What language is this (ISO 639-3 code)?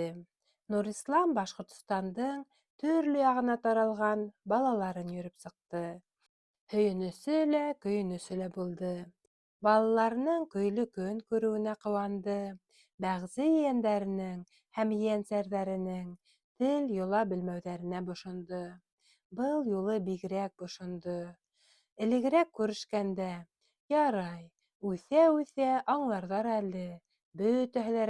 bak